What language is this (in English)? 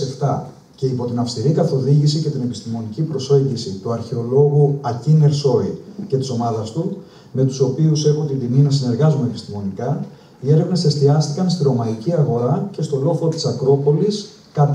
Greek